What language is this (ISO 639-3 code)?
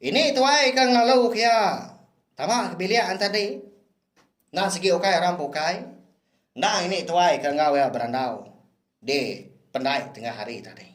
iba